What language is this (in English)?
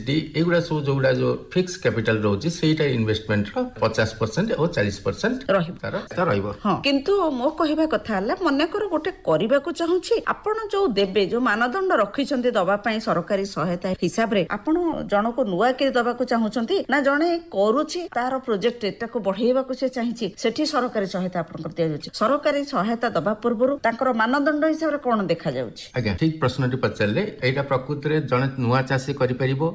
Odia